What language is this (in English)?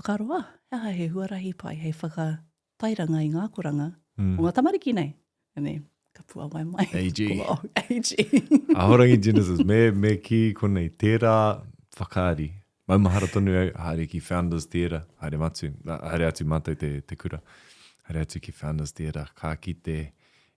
Māori